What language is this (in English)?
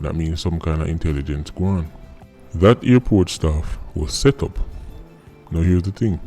Jamaican Creole English